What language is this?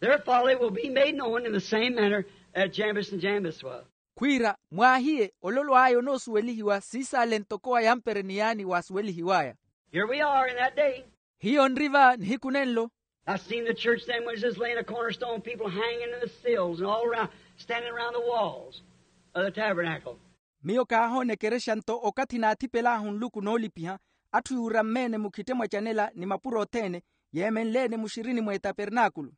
Makhuwa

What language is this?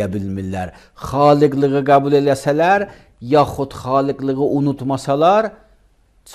Azerbaijani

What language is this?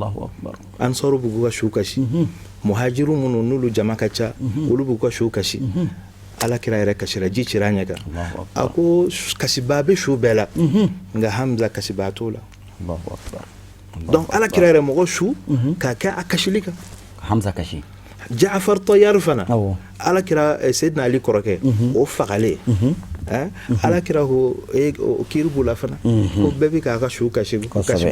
Bambara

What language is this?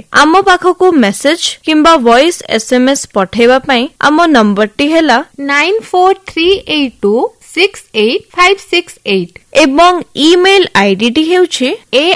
Odia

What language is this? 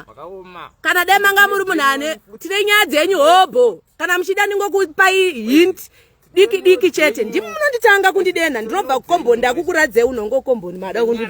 Shona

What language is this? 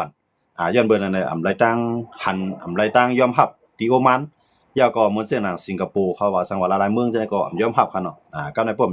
Shan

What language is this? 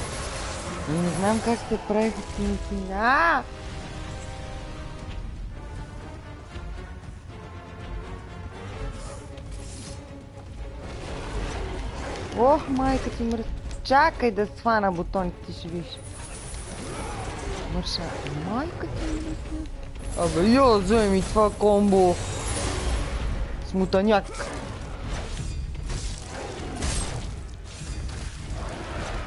Bulgarian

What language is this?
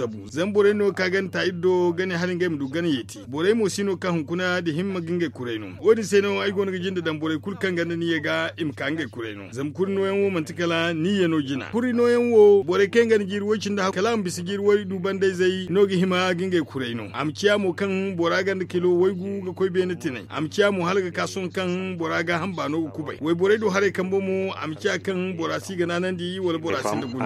Zarma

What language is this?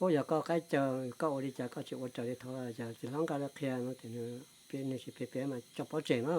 Hmong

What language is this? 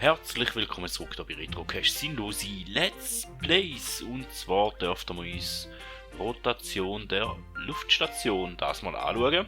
Swiss German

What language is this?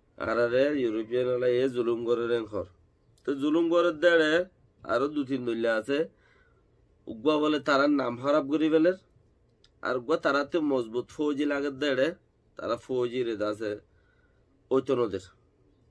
Rohingya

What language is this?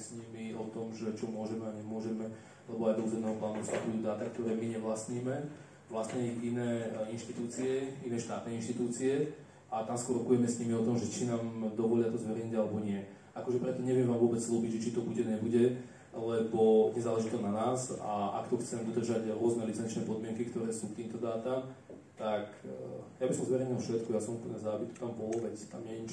Slovak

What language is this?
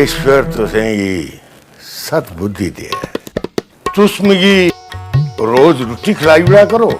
Dogri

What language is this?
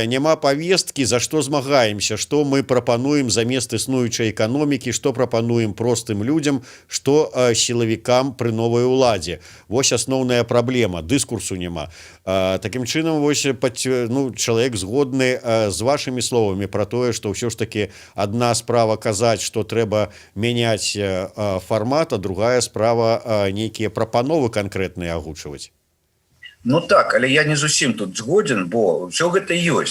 Belarusian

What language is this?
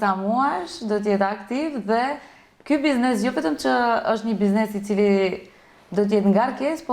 Albanian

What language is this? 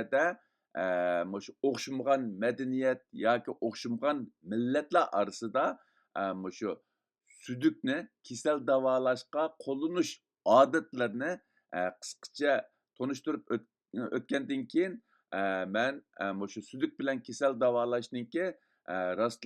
Uyghur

